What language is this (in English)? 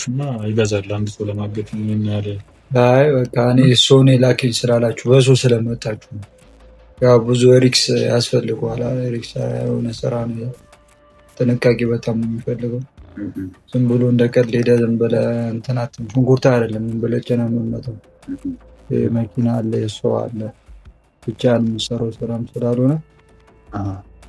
Amharic